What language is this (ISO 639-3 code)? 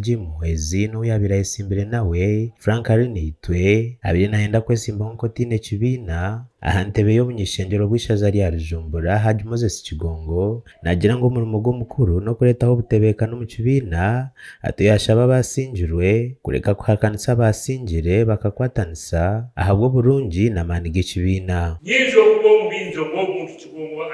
nyn